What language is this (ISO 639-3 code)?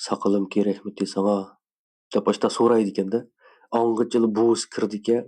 uig